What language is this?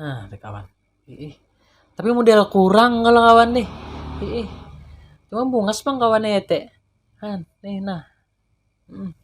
Banjar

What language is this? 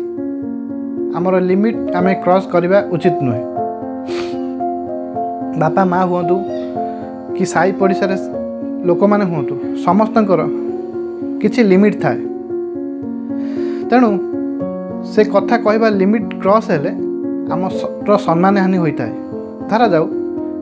Odia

